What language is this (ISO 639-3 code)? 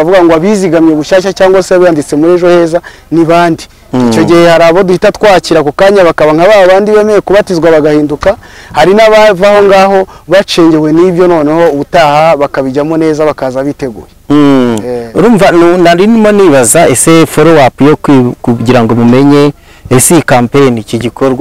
kin